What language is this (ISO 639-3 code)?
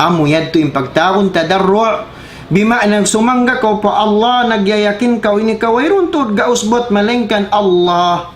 tsg